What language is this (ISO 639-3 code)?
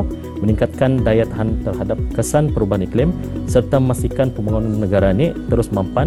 msa